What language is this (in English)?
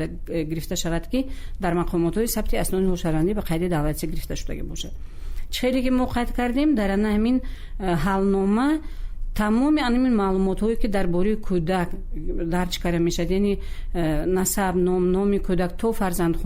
Tajik